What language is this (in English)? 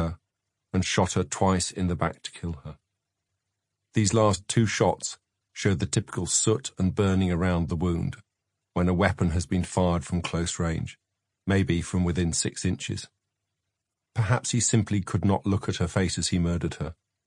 English